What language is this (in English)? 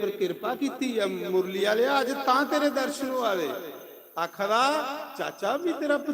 Dogri